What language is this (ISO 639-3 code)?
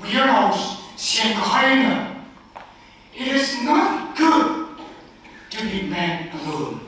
nmf